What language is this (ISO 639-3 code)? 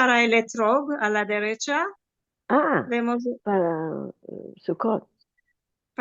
lad